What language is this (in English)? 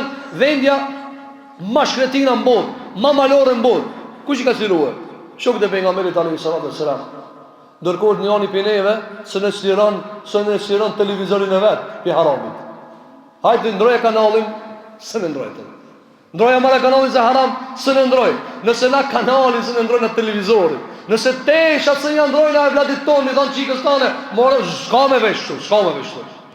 Albanian